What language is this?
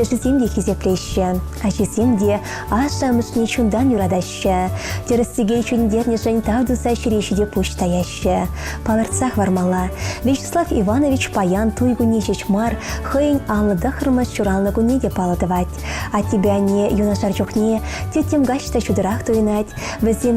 Chuvash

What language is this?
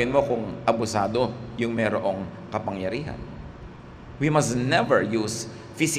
Filipino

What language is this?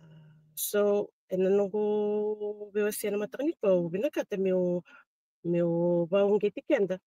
Fijian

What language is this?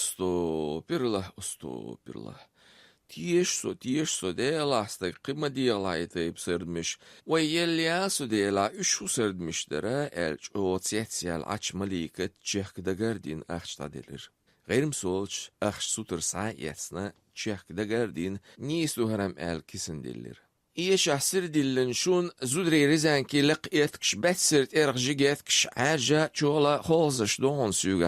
Chechen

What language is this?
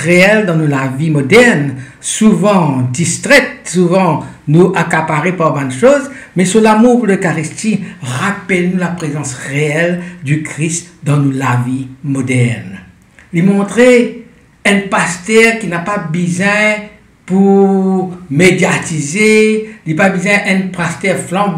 Morisyen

